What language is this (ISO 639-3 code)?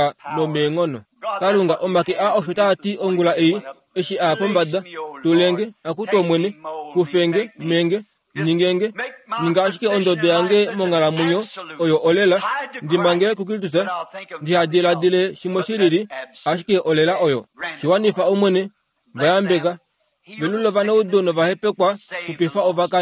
kua